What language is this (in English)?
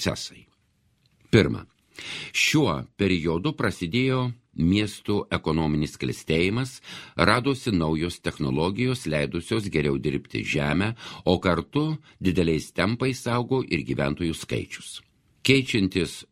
Lithuanian